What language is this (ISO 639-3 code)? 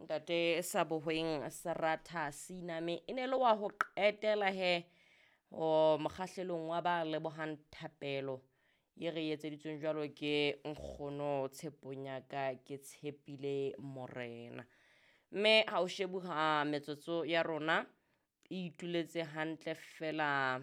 sot